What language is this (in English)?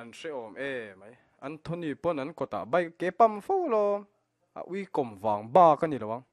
Mizo